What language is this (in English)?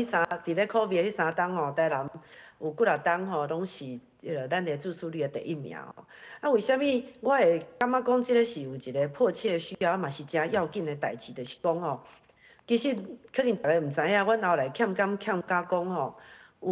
Min Nan Chinese